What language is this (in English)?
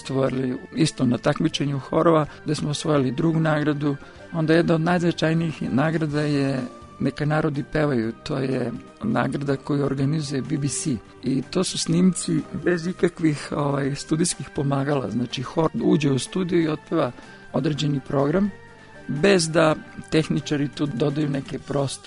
Serbian